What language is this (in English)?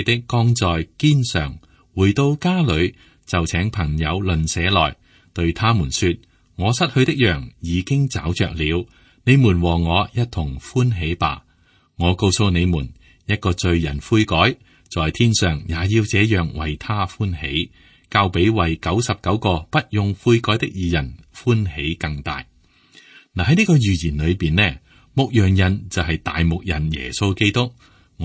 Cantonese